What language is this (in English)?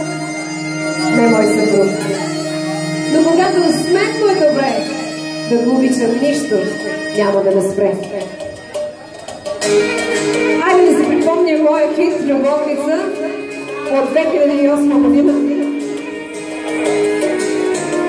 Bulgarian